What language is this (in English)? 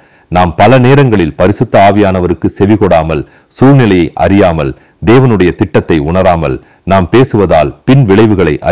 Tamil